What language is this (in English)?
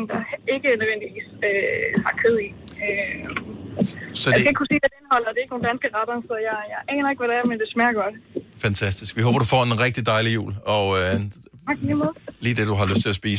Danish